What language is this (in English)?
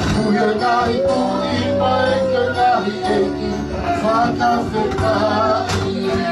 Tongan